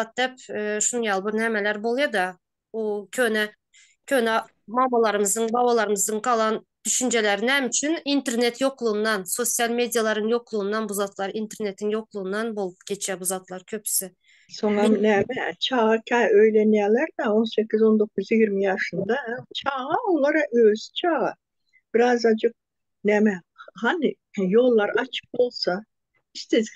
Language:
Turkmen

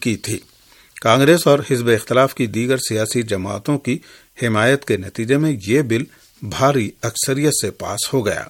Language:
Urdu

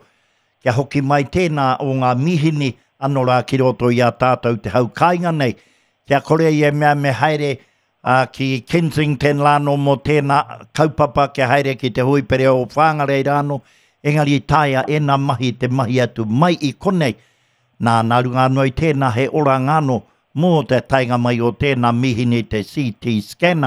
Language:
Māori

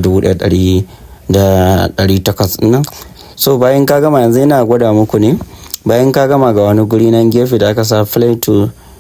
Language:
Hausa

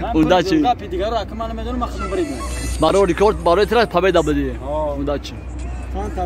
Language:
Tajik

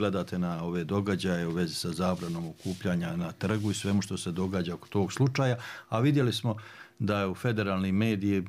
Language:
Bosnian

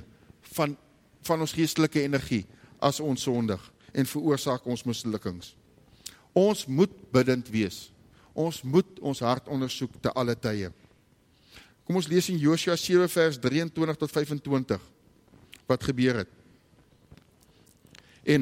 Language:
Afrikaans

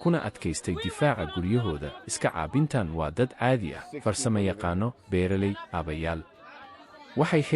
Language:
Somali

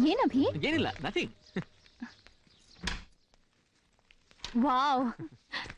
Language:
Kannada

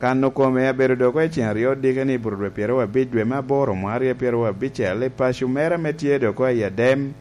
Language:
Lango (Uganda)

